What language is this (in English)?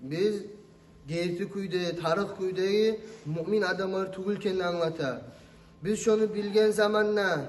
Kumyk